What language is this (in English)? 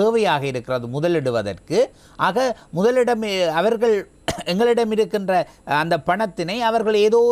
Tamil